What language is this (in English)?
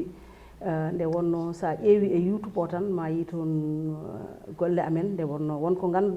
Fula